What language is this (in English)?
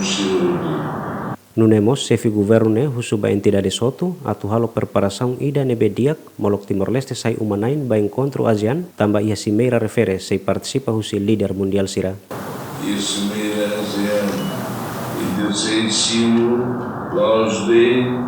Tetum